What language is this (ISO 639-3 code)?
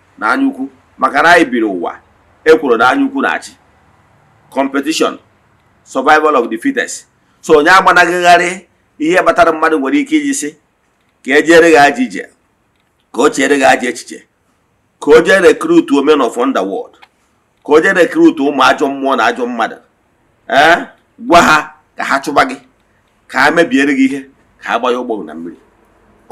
ibo